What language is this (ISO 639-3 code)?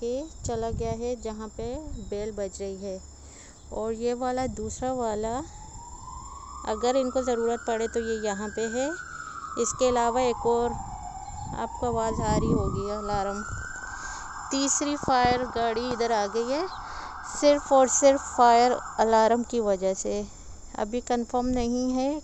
hin